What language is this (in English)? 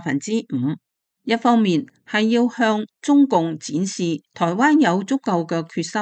Cantonese